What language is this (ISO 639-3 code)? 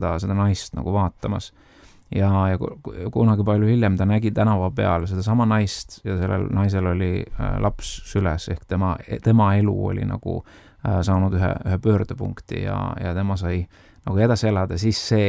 est